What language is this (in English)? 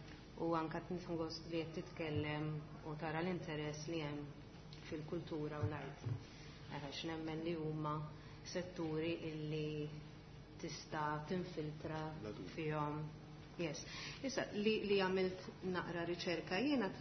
Maltese